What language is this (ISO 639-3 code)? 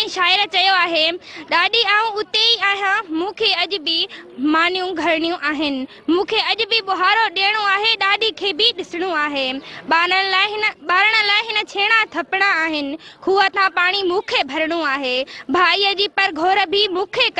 snd